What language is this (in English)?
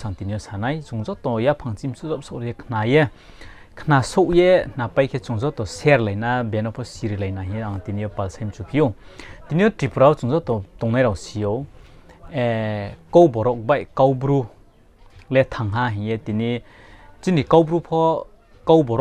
Riang (India)